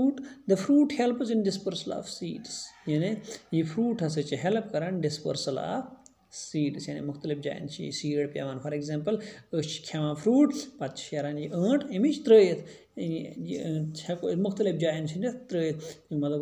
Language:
Kashmiri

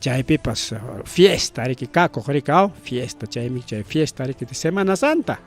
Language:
Ayacucho Quechua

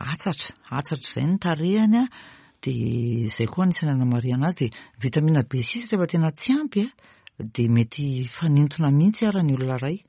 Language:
Malagasy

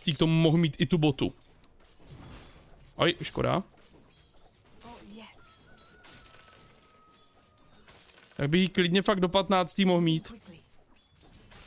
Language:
Czech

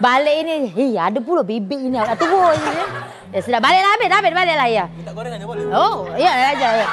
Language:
Musi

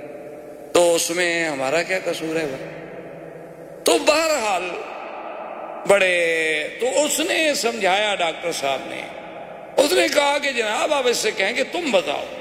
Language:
Urdu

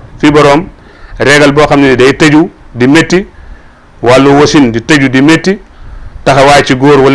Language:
Wolof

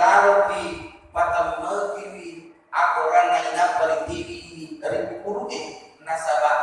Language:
Buginese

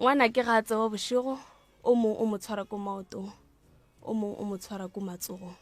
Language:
Northern Sotho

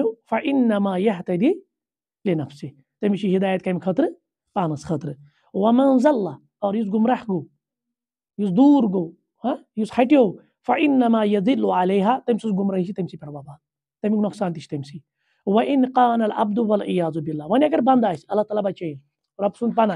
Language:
Kashmiri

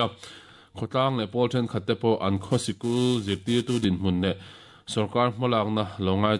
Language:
Mizo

